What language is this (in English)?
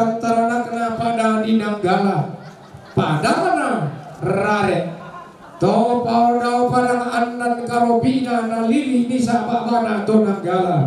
Toraja-Sa'dan